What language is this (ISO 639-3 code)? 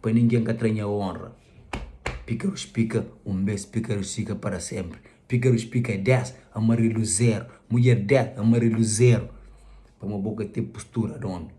kea